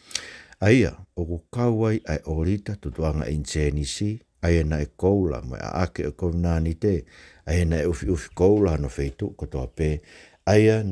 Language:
Tongan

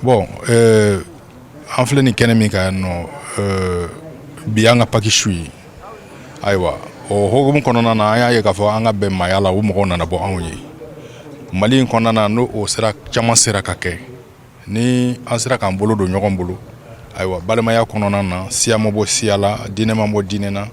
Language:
Bambara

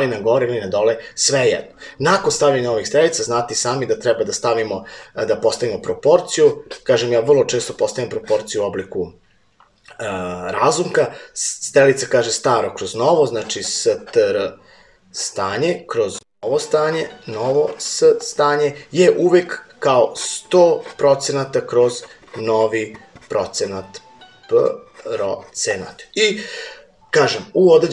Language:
Serbian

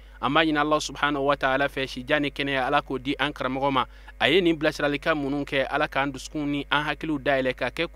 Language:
Bambara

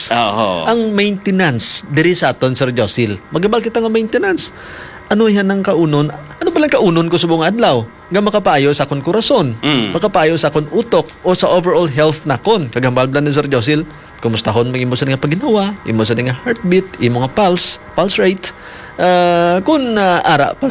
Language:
Hiligaynon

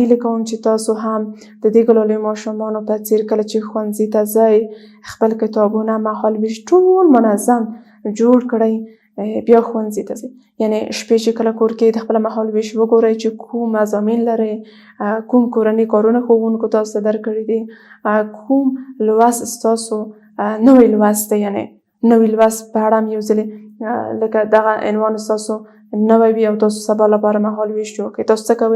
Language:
Pashto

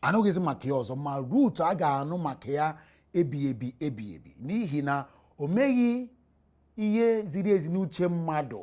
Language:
Igbo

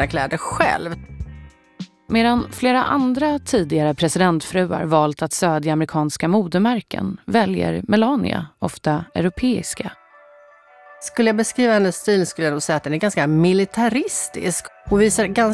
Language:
Swedish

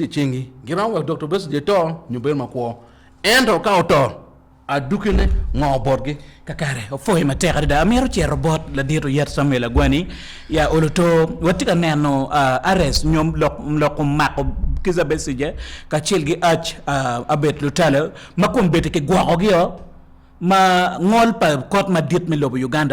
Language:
Acoli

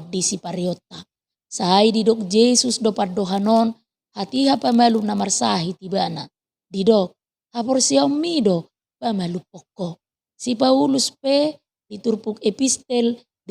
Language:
Batak Toba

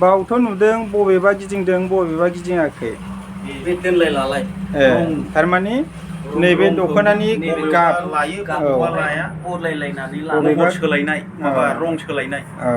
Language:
Bodo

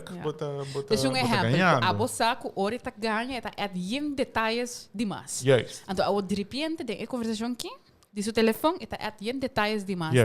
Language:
Papiamento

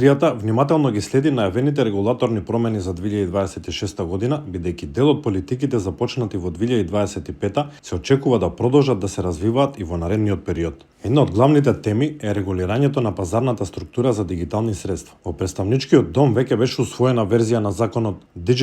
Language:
Macedonian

